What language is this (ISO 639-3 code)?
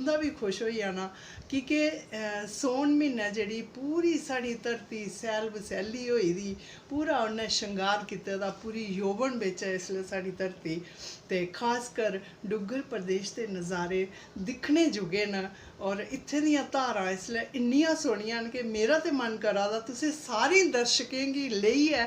doi